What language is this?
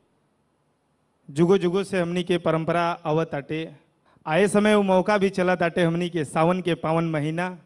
Bhojpuri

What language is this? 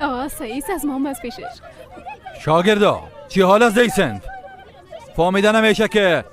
Persian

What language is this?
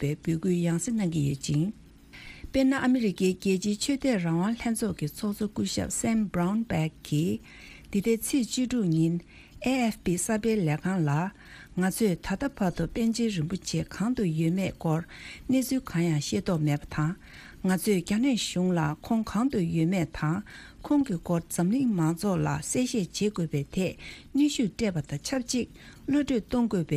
Tibetan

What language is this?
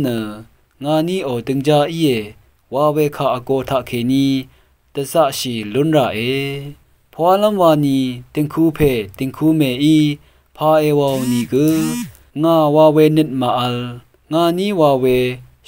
Rawang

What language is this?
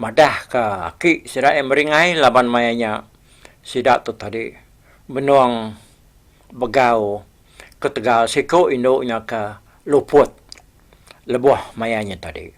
Iban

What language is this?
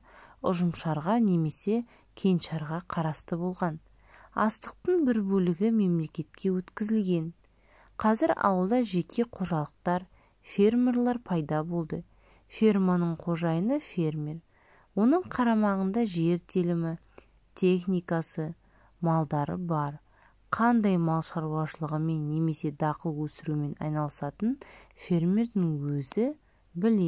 Kazakh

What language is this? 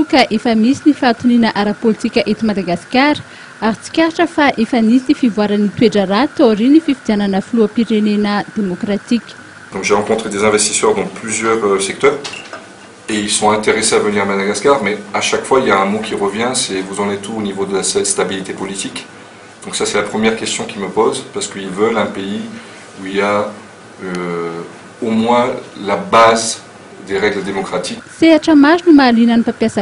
Malagasy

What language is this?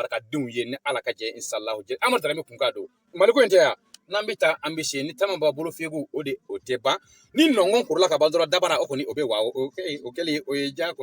Bambara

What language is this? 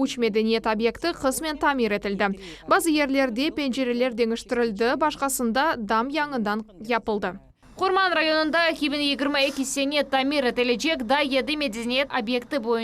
Crimean Tatar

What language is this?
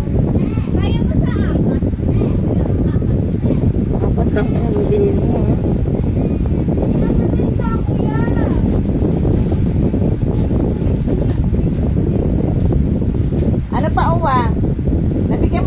Filipino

